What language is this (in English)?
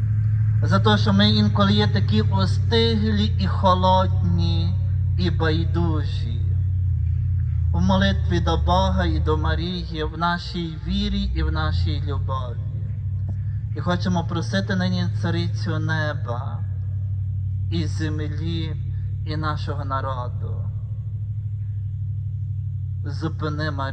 Ukrainian